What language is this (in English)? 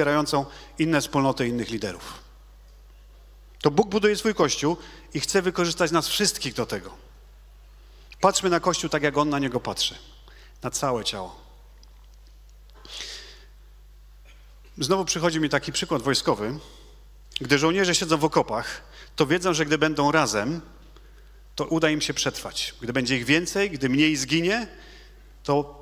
Polish